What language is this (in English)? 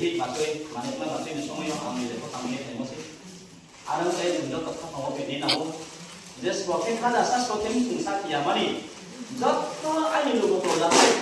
Riang (India)